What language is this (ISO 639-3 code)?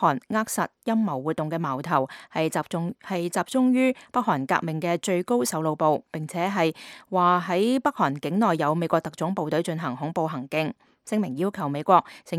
yue